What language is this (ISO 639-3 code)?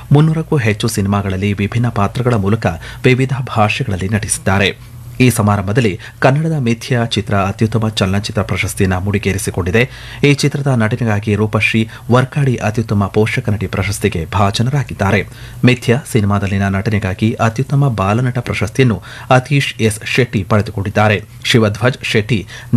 kan